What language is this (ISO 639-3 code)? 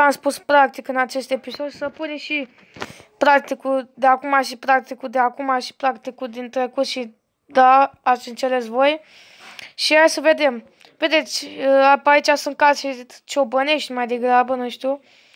ron